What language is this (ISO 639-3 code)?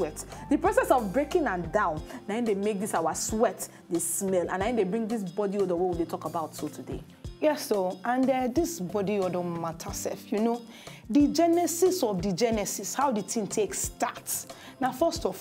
pcm